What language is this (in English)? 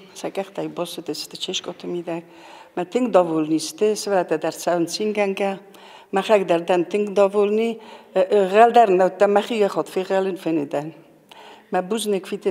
Ossetic